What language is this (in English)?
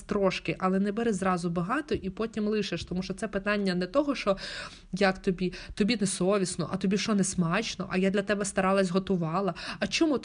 Ukrainian